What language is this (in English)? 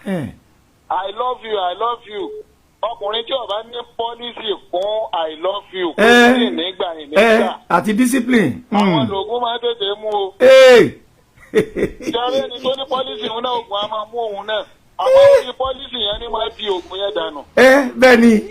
Yoruba